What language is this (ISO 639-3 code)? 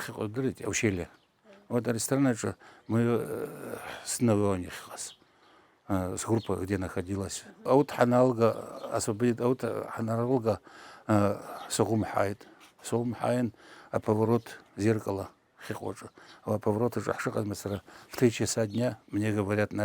abk